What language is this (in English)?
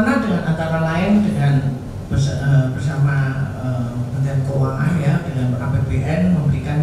Indonesian